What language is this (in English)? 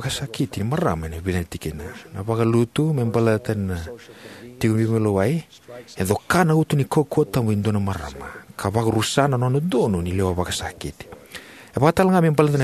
Fijian